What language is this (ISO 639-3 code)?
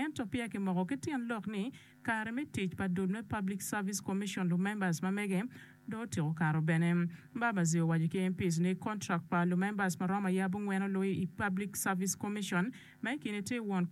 ach